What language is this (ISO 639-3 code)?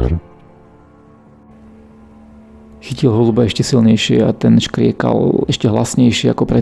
slk